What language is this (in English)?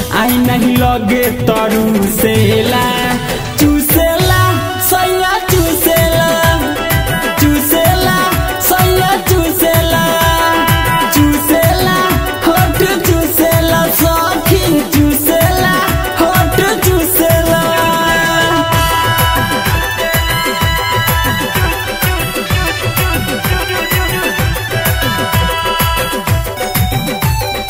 Bhojpuri